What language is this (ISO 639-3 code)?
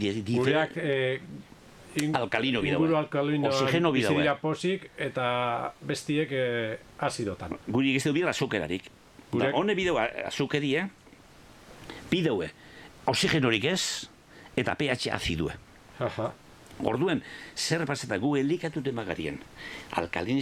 eus